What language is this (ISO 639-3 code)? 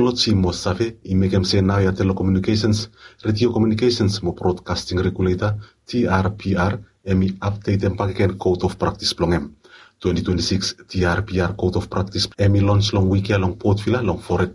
bis